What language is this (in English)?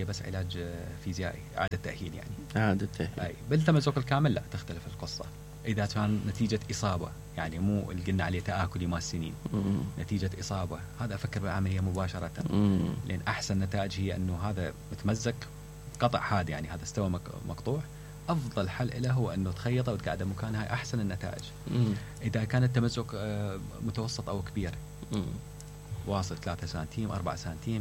Mesopotamian Arabic